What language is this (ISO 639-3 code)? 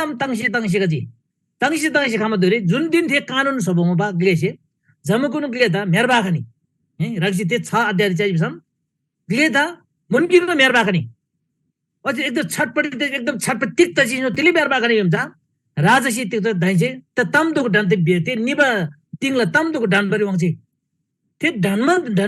taj